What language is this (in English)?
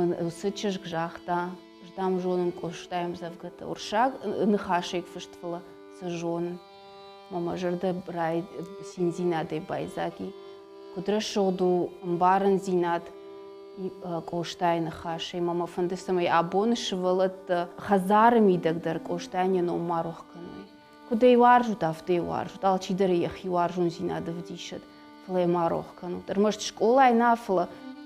Ossetic